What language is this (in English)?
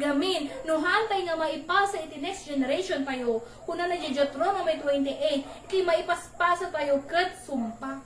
Iloko